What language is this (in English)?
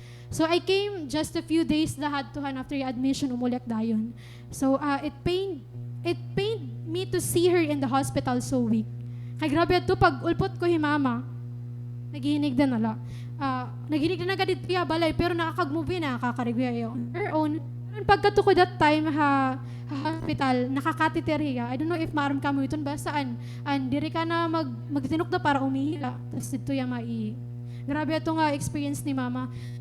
Waray